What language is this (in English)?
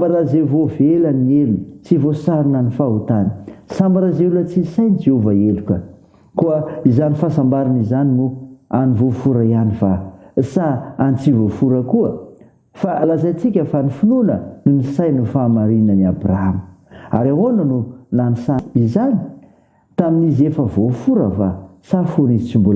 Malagasy